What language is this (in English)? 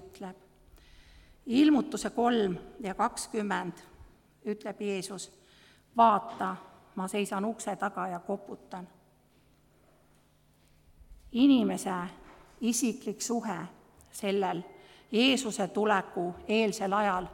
Estonian